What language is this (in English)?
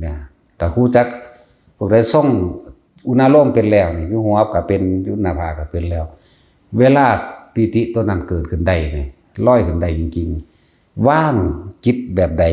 Northeastern Thai